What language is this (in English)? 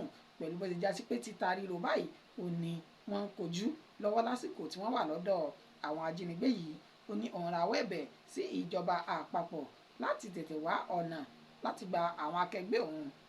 Yoruba